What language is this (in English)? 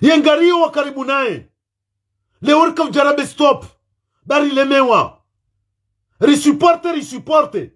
Ngazidja Comorian